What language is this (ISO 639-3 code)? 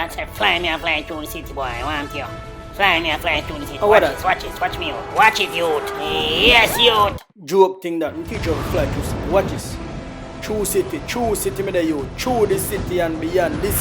jam